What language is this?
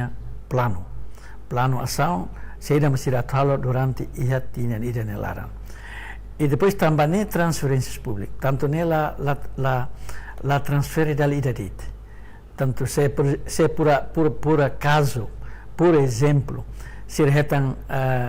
Tetum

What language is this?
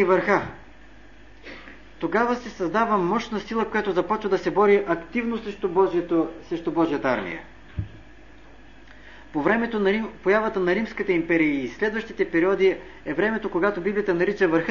Bulgarian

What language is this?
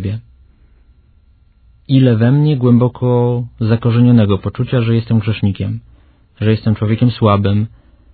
Polish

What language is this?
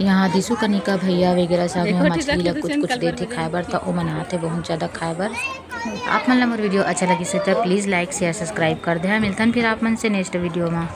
Chhattisgarhi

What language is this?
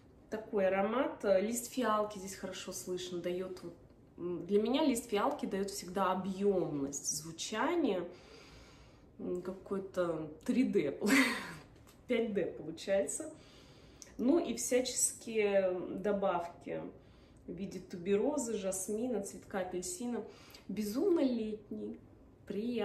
Russian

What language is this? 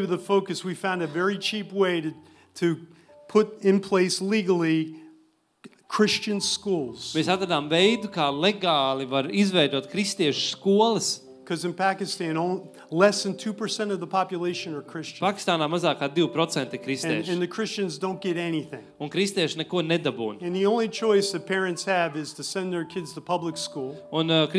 Latvian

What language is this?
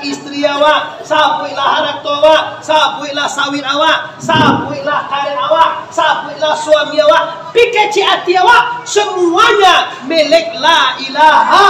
Minangkabau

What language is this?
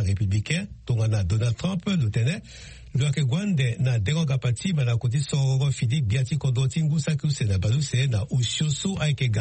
Sango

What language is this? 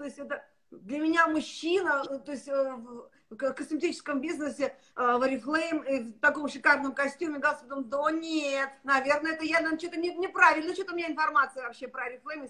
Russian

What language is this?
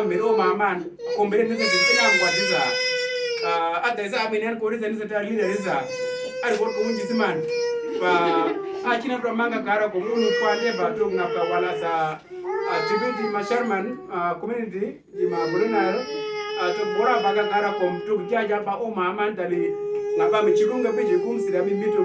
Uduk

